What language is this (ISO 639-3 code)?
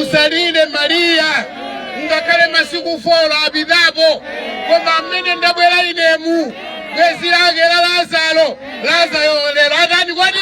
nya